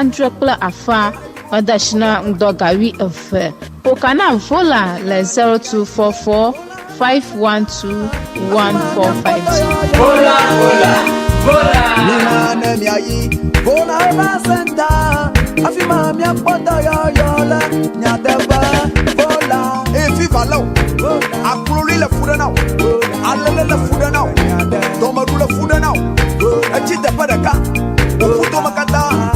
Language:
Ewe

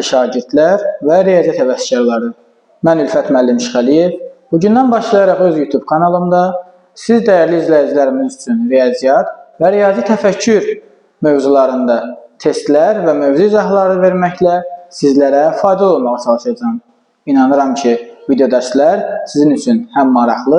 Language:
Azerbaijani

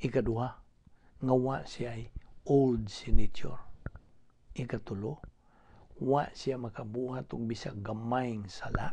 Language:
Cebuano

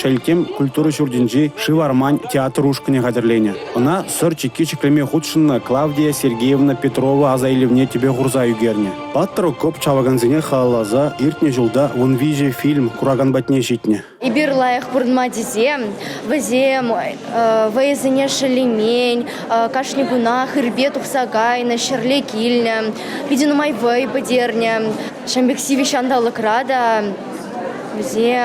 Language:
Chuvash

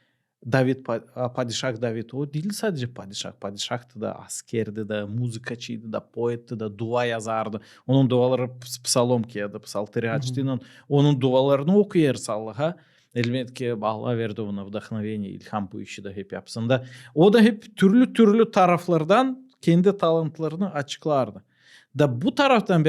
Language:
Gagauz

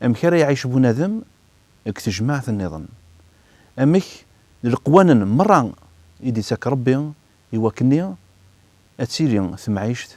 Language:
Kabyle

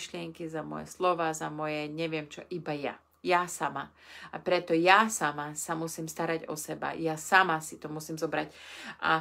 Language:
Slovak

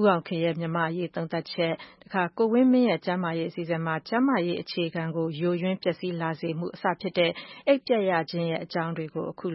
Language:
Burmese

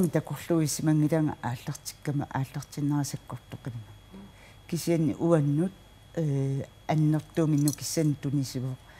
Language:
Kalaallisut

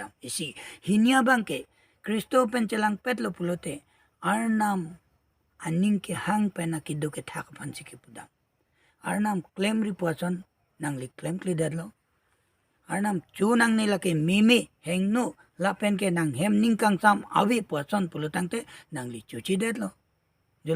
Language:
Karbi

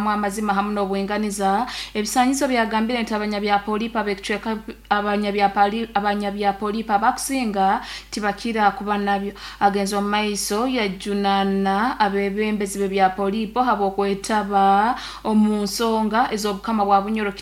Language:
Nyoro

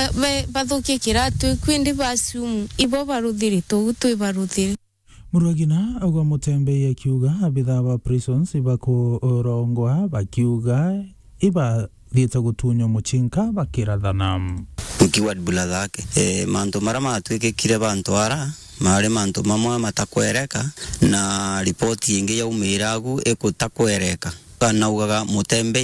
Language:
Meru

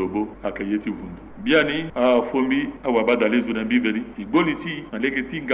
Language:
Sango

